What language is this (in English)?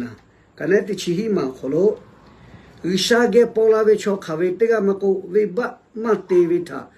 Lahu